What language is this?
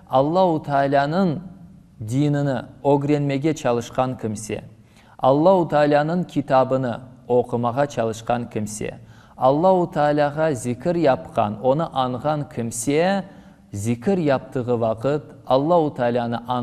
Crimean Tatar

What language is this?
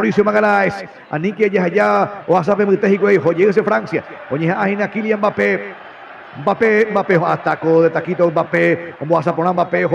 Guarani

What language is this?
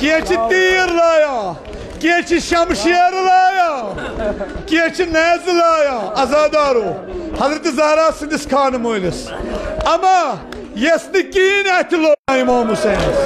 Kashmiri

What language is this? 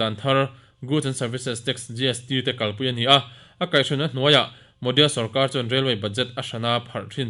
Mizo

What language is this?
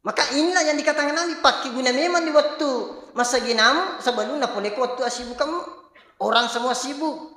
Buginese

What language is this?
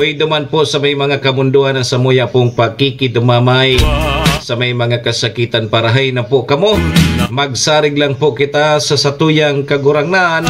Bikol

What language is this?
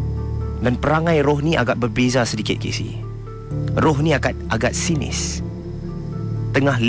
Malay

